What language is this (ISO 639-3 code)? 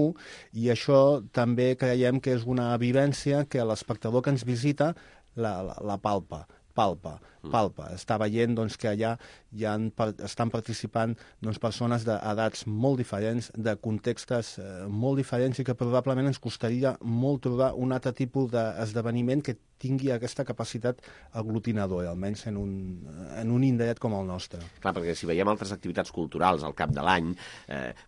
cat